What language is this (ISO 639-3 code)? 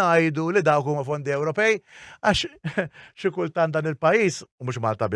mlt